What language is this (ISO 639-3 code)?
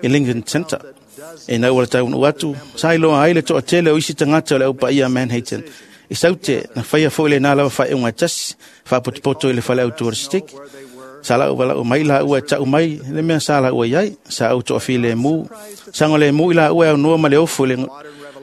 smo